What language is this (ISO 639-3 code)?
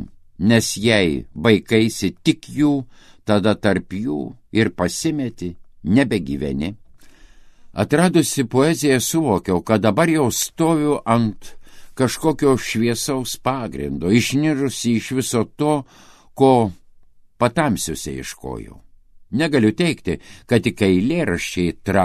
lit